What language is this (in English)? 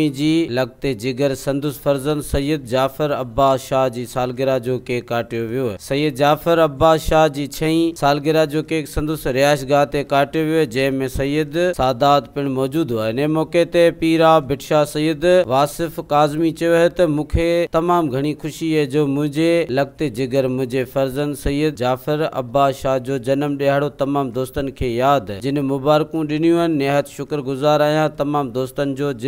Sindhi